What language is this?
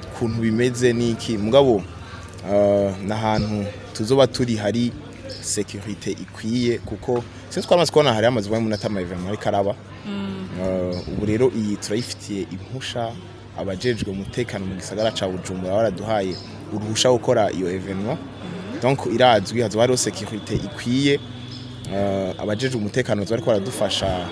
Rundi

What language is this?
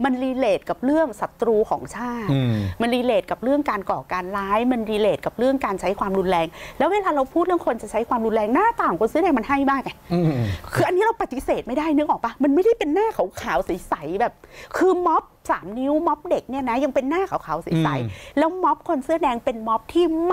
Thai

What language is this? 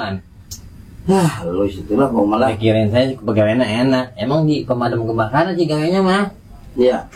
Betawi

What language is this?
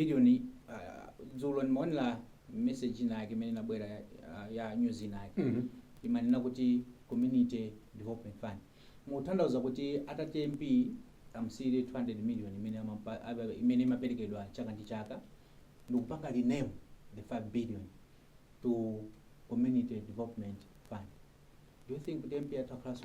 Nyanja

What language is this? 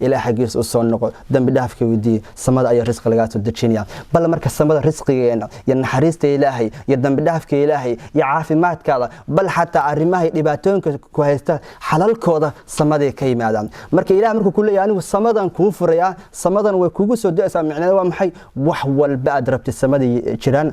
Somali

